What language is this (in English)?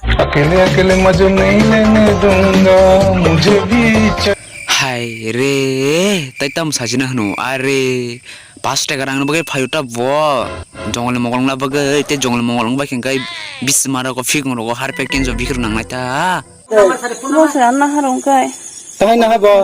Kok Borok